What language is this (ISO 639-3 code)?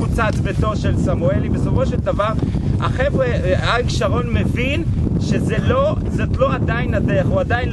heb